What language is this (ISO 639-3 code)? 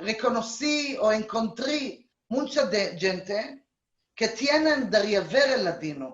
lad